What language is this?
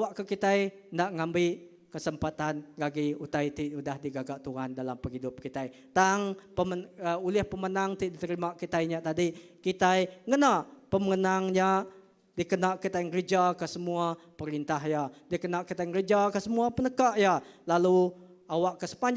Iban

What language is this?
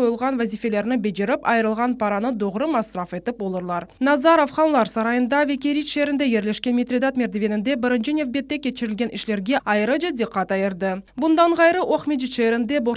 Crimean Tatar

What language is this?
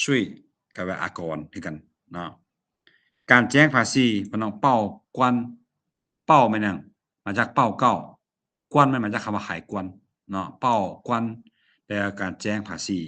Lao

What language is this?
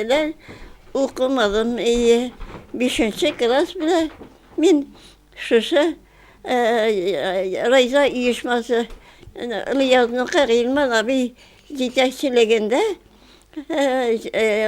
Tatar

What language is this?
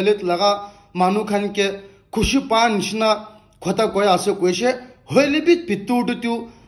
Naga Pidgin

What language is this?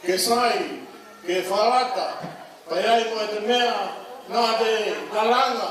Tongan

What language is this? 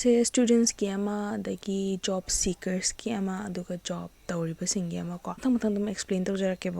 Manipuri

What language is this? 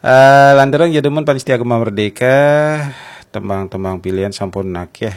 Balinese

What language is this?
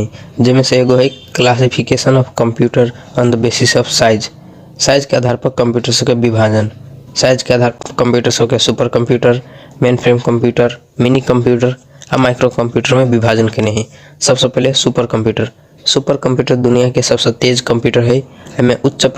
Maithili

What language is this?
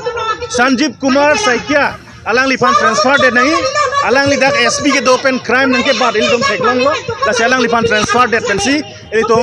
Karbi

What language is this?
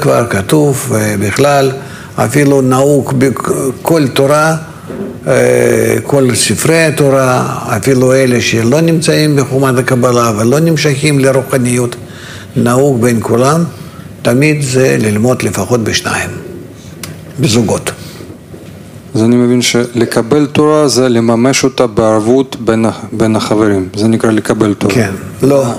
Hebrew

